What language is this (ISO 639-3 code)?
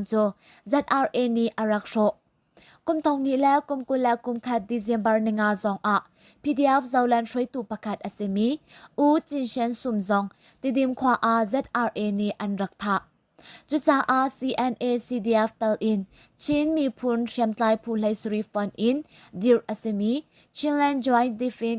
cnh